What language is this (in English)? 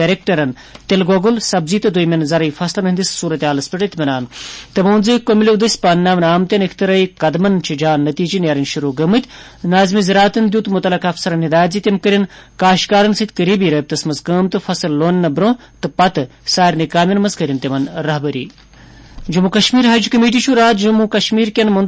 Kashmiri